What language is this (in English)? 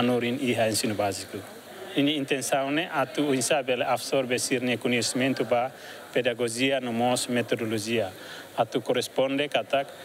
Tetum